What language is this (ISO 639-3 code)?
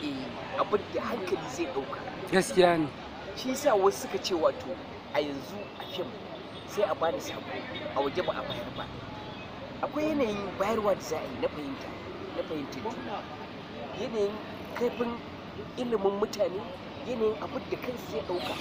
hau